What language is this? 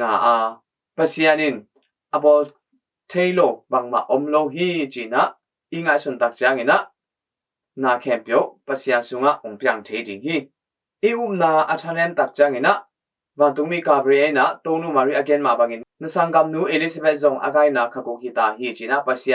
Tedim Chin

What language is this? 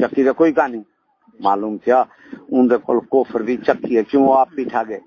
Saraiki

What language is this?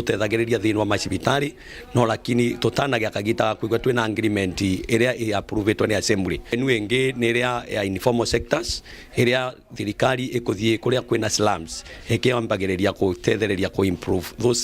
Meru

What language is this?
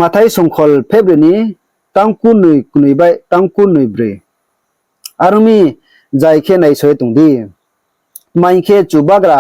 Riang (India)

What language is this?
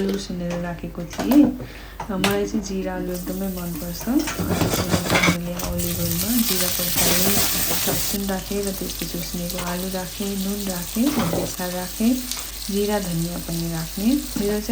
Nepali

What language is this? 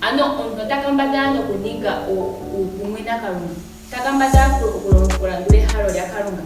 Ndonga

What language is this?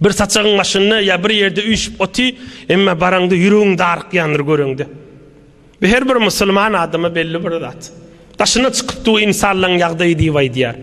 Turkmen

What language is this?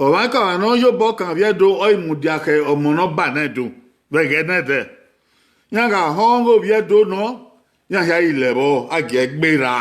Bini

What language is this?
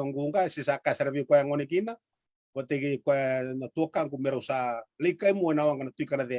Fijian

